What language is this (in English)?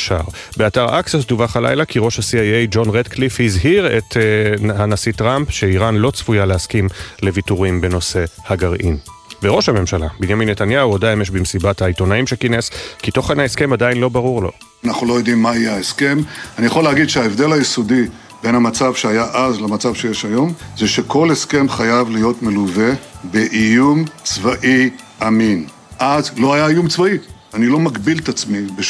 Hebrew